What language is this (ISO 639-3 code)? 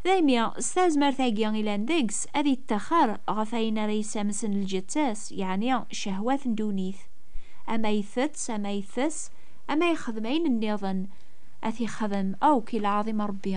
kab